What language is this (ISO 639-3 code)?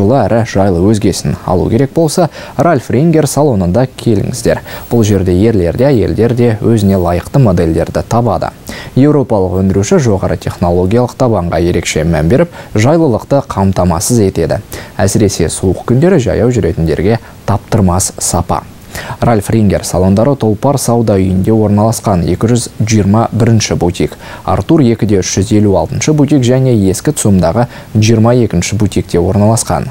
kaz